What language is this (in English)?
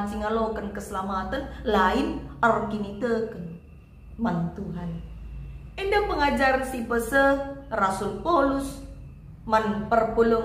Batak Karo